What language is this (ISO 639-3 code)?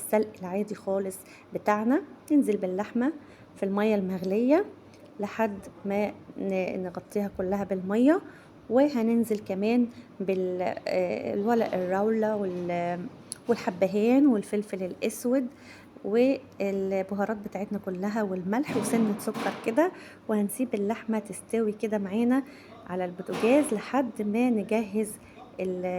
arz